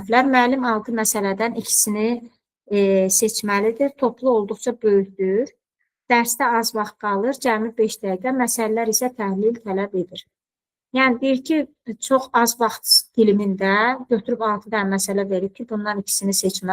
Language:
Azerbaijani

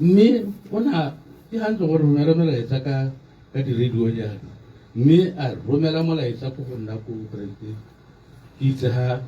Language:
Tswana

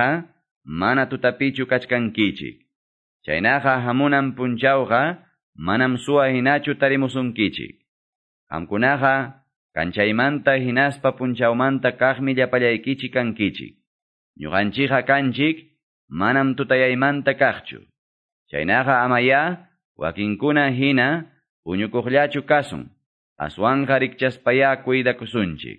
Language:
Quechua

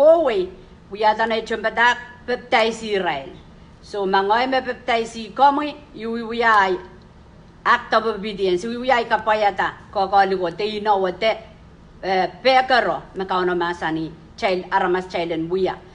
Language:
Pohnpeian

